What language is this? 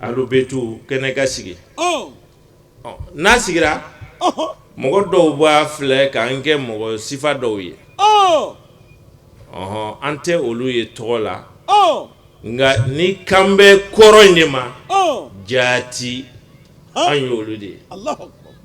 Bambara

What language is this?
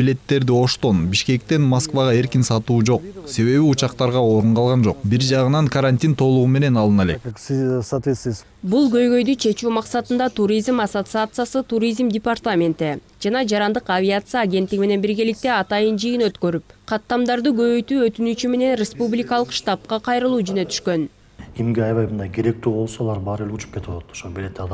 Kyrgyz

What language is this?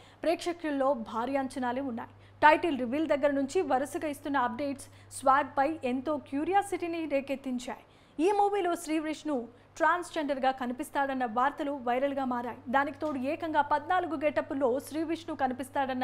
Telugu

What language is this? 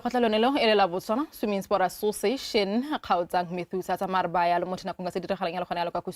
Tswana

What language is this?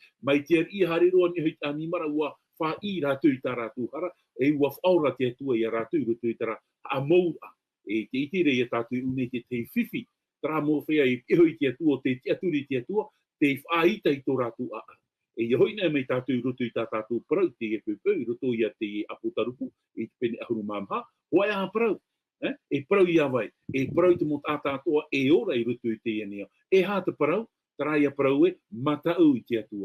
Tahitian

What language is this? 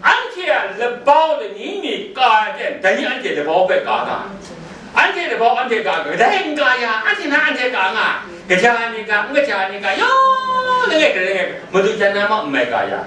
Kachin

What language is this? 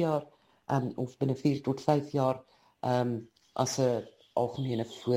Afrikaans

